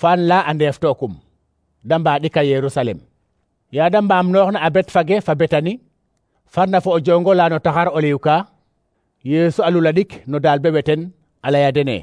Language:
Serer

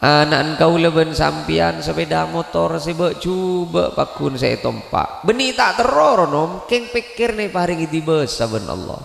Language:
Madurese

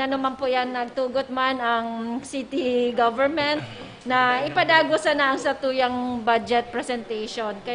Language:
Bikol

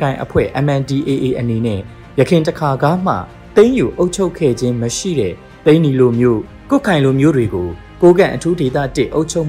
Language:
Burmese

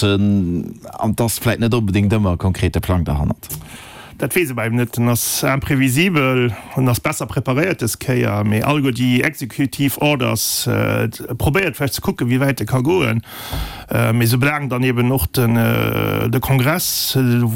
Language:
Luxembourgish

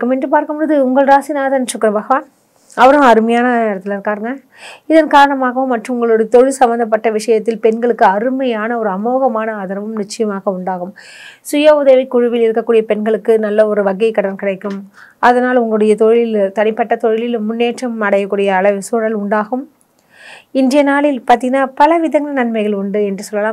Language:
Tamil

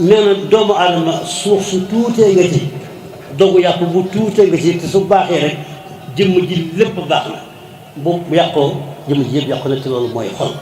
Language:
Wolof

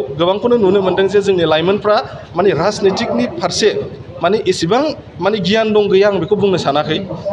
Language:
Bodo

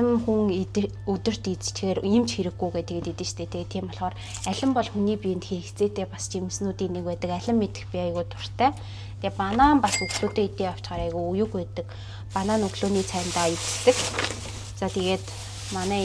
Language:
Mongolian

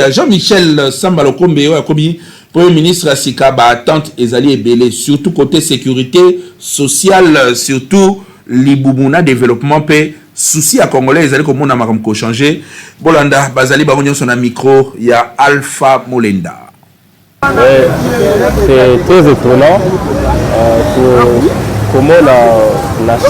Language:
Lingala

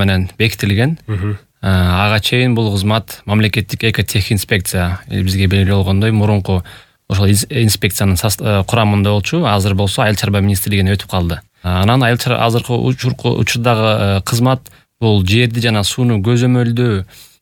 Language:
Kyrgyz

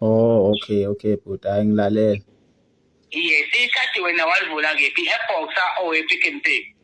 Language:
Zulu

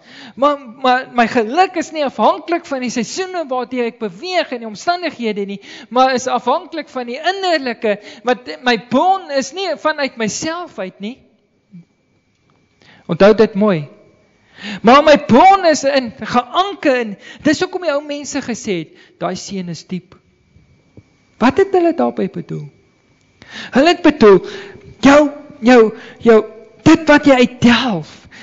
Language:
Afrikaans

